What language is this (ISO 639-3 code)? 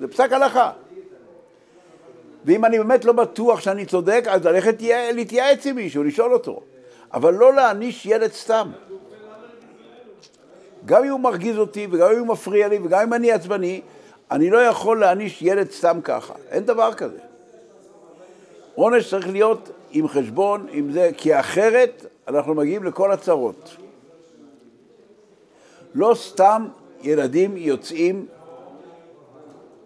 heb